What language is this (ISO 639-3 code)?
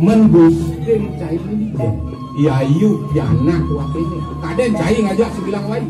ban